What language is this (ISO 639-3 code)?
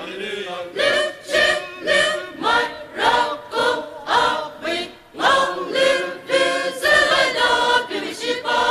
pmx